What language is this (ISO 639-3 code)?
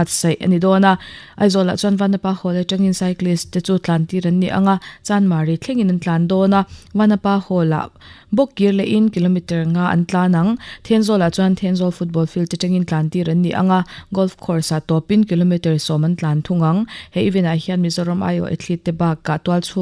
lus